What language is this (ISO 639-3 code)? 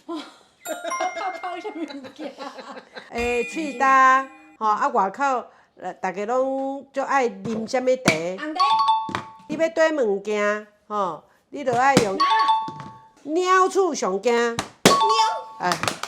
nan